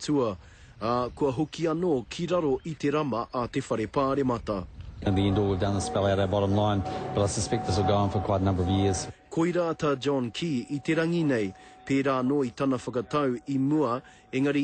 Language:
Māori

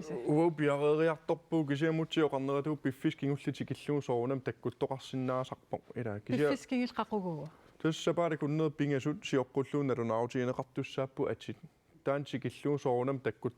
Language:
Kalaallisut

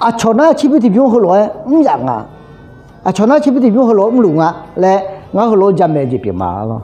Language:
Akha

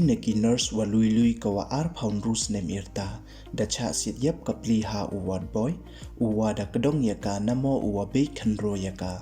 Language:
Pnar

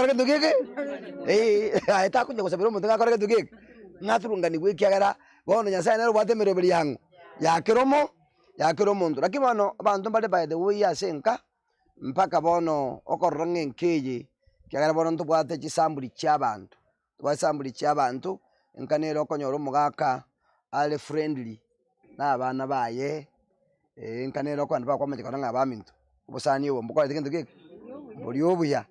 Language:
Gusii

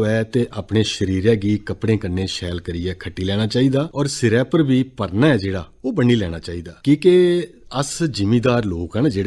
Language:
Dogri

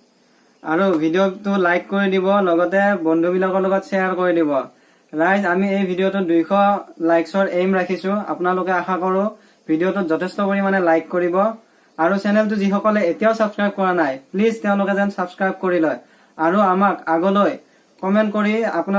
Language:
Assamese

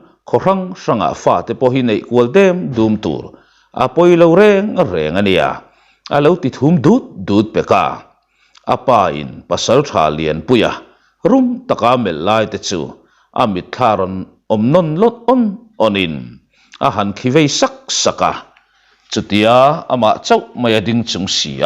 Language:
Mizo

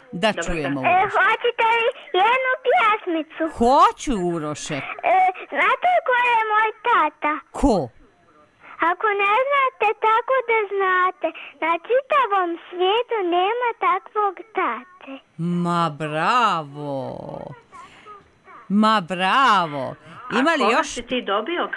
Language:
Serbian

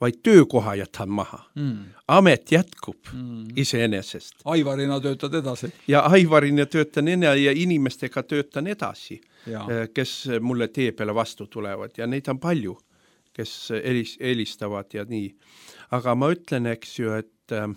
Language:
Estonian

